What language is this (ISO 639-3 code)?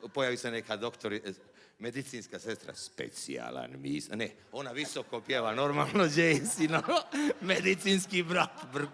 hrv